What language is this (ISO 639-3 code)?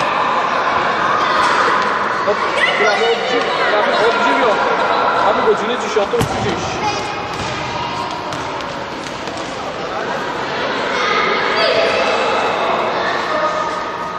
pol